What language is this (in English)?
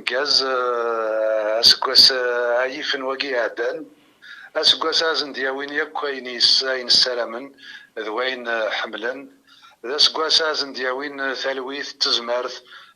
Kabyle